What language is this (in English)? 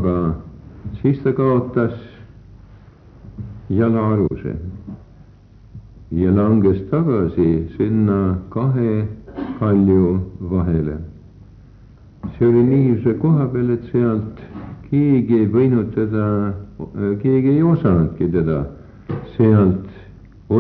Estonian